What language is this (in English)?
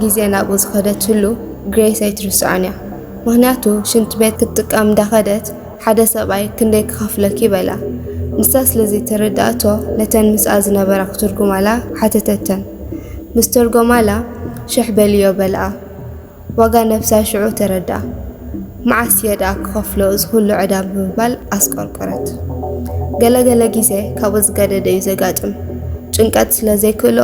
Tigrinya